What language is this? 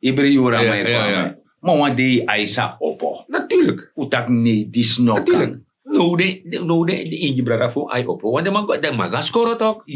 Sranan Tongo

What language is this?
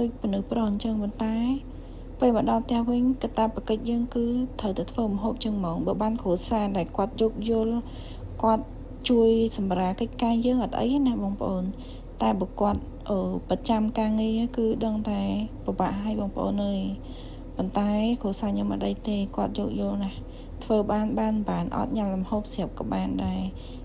Khmer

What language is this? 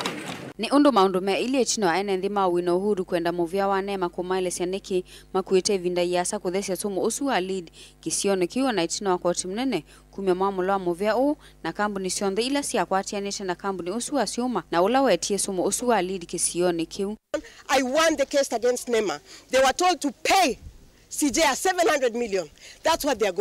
Kamba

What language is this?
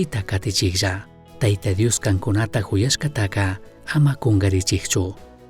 Chimborazo Highland Quichua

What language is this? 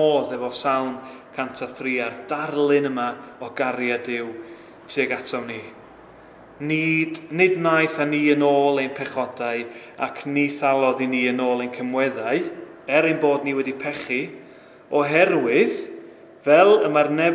Welsh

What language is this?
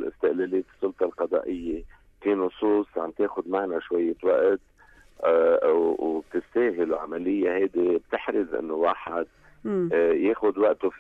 North Levantine Arabic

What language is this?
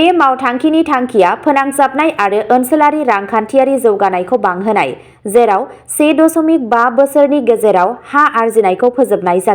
Bodo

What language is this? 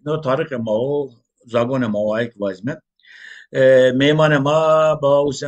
Zaza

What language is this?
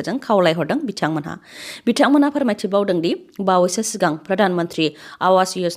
Bodo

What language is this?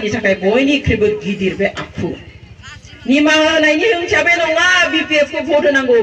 Bodo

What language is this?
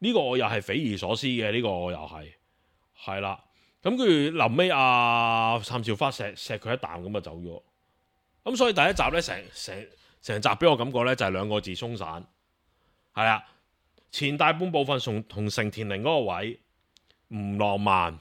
Cantonese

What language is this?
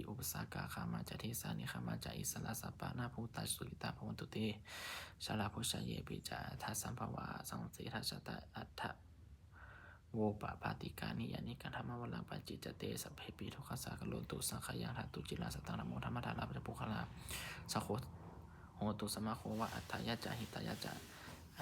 Pali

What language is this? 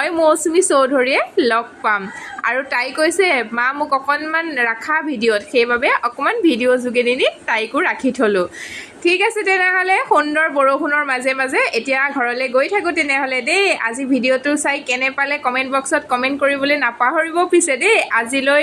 Assamese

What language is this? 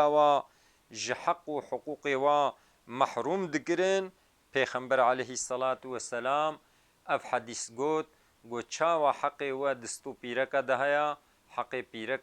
Kurdish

